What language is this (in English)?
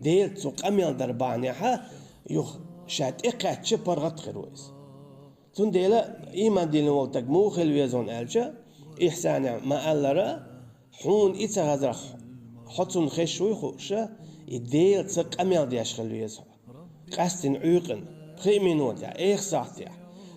Chechen